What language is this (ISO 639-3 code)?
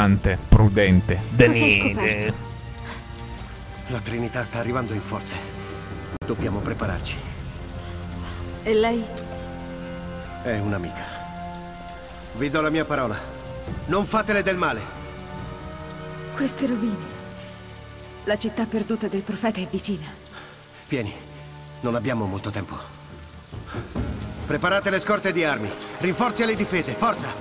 ita